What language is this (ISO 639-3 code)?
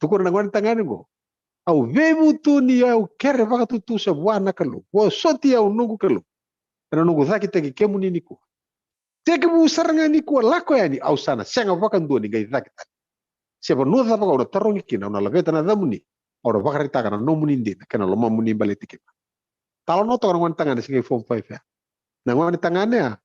fij